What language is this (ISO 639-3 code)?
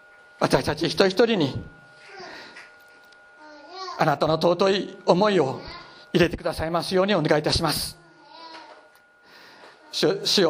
jpn